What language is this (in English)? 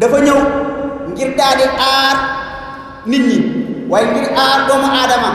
Wolof